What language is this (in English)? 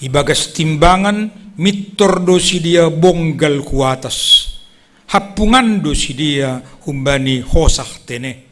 Batak Simalungun